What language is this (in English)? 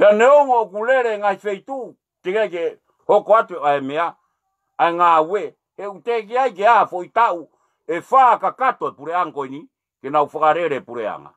Tongan